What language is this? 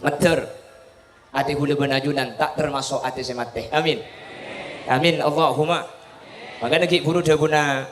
Madurese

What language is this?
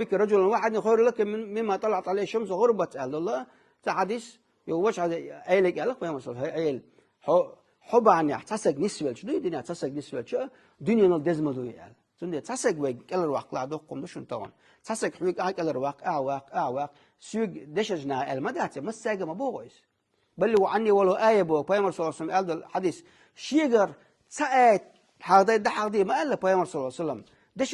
Chechen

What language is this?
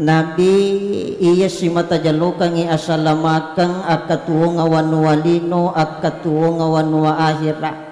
Buginese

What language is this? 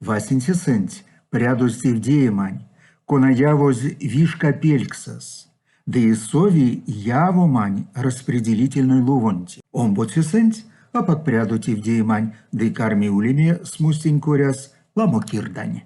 Erzya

